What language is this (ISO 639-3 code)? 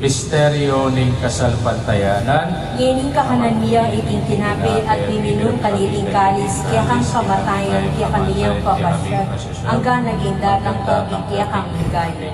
pam